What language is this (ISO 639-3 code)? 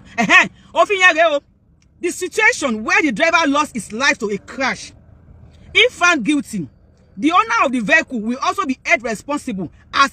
yor